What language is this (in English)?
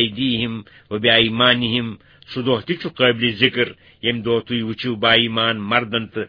Kashmiri